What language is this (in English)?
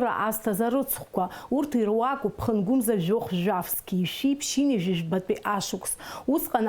Abkhazian